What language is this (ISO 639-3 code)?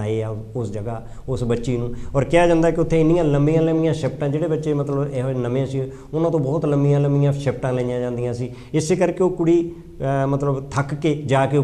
pan